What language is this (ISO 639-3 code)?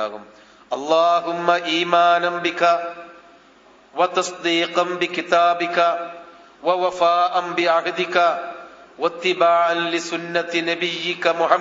mal